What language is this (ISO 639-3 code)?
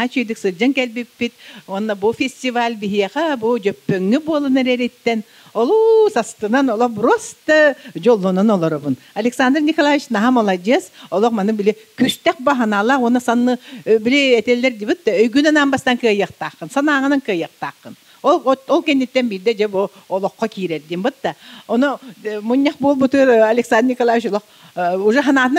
sah